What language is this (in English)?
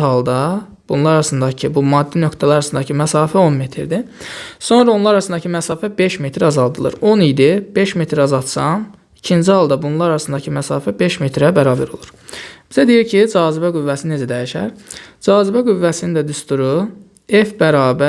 Azerbaijani